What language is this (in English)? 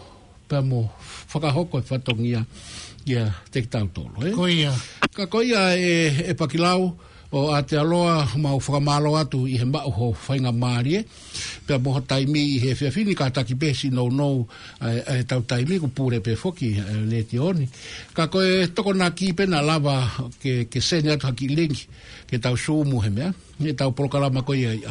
Tongan